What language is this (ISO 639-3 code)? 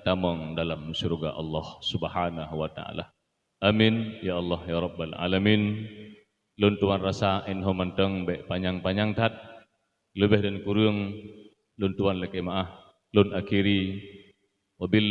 ace